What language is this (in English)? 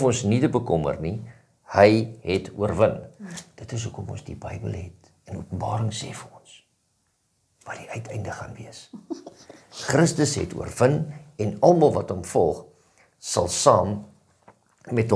Afrikaans